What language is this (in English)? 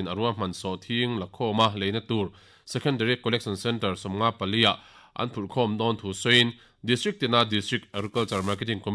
Mizo